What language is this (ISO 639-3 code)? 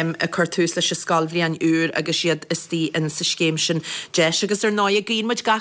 gle